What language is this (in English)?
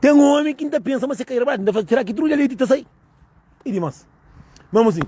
Kabuverdianu